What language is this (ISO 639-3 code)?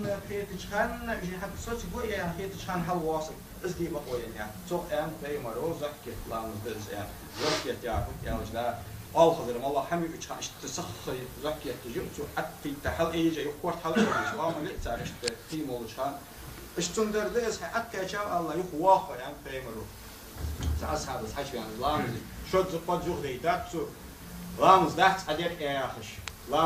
inh